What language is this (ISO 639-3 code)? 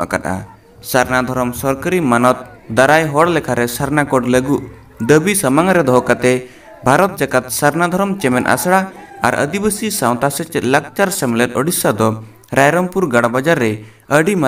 sat